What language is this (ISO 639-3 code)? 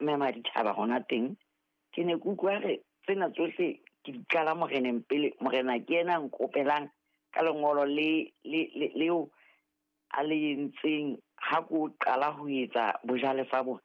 sot